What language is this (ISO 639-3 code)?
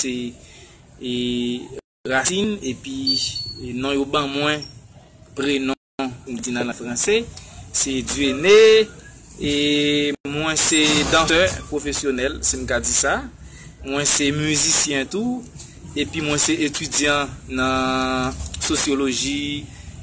hat